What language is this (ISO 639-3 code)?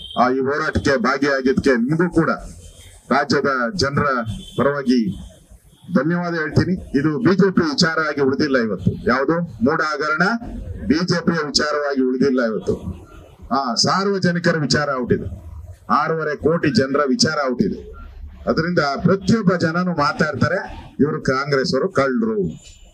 kan